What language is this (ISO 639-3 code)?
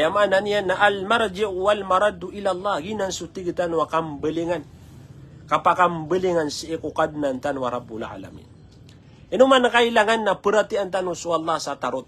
mrw